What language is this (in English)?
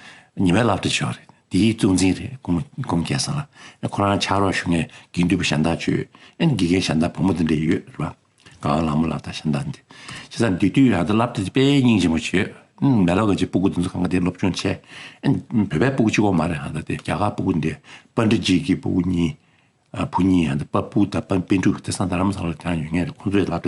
Tibetan